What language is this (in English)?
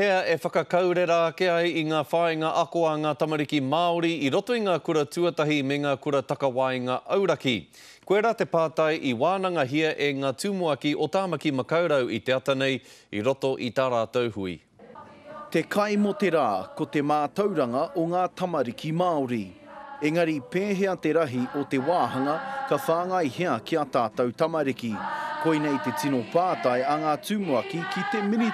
Māori